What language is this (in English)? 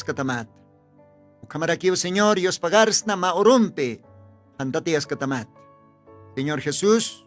Aymara